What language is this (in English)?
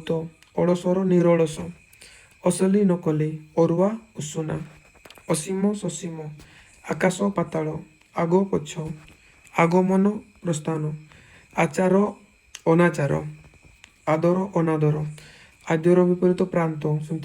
Odia